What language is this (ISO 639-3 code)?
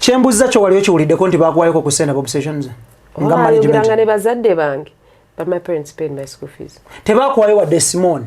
lug